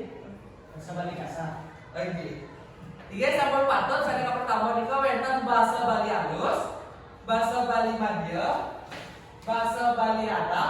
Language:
Balinese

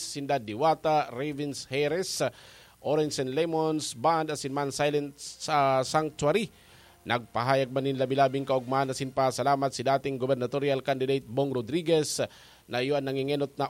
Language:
Bikol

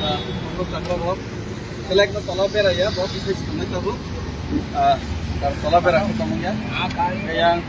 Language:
Kok Borok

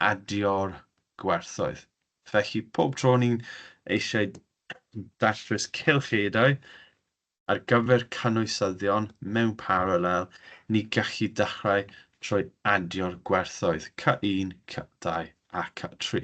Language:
Welsh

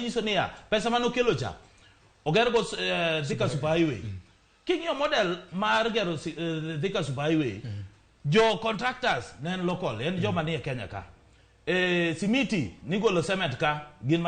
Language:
Luo (Kenya and Tanzania)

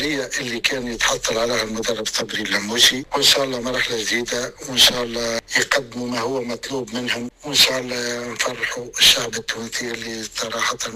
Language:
Tunisian Arabic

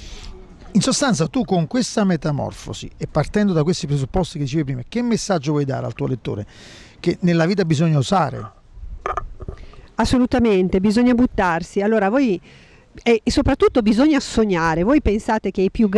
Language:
Italian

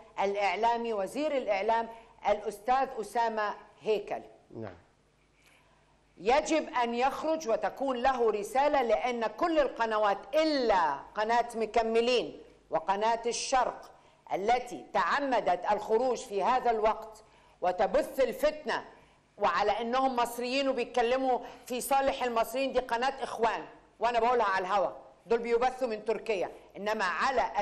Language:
Gulf Arabic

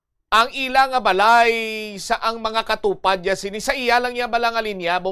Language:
Hiligaynon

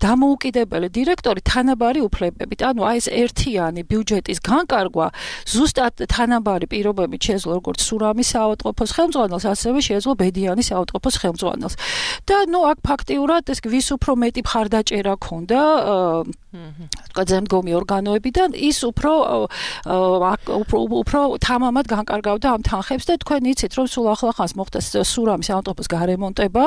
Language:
Georgian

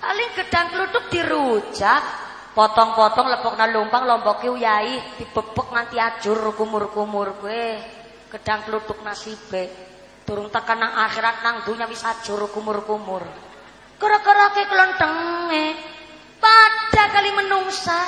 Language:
Javanese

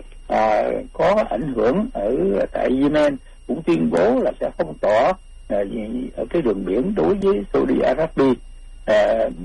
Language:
Vietnamese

